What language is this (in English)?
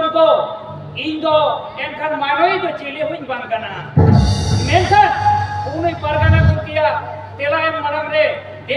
Santali